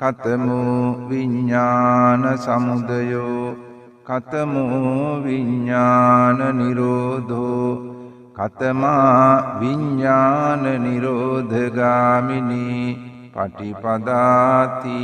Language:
Sinhala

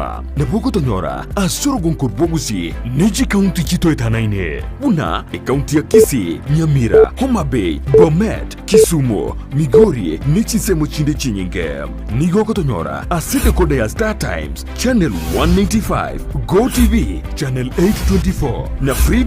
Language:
Gusii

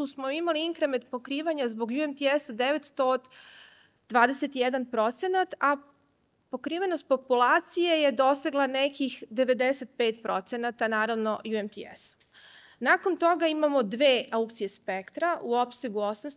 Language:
Serbian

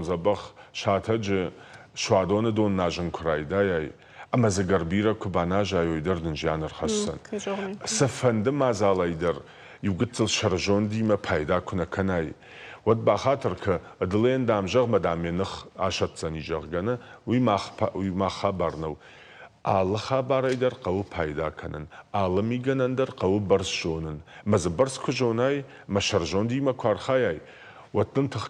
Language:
Ossetic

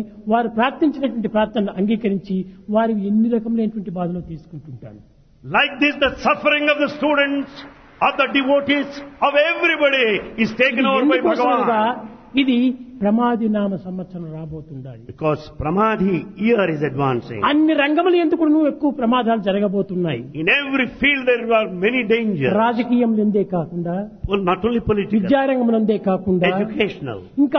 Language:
Telugu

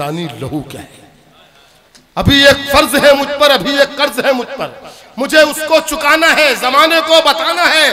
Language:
Hindi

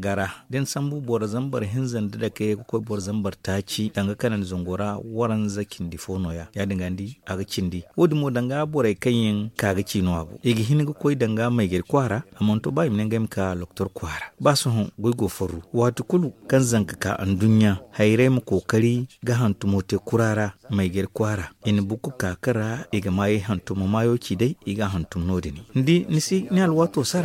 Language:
Zarma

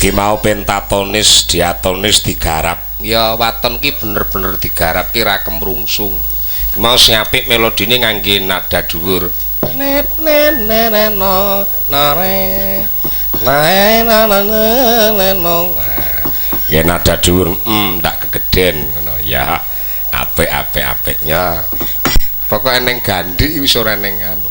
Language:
Javanese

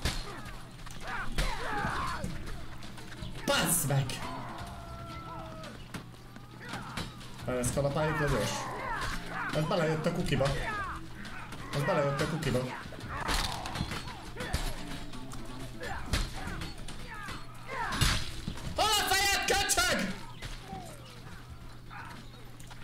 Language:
Hungarian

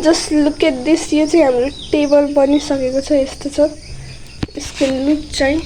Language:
Nepali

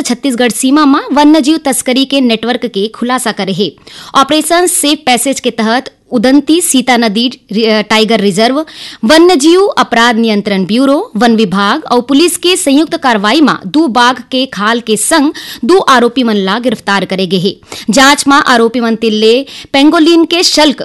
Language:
Chhattisgarhi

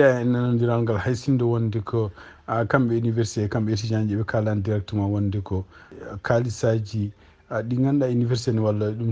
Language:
Fula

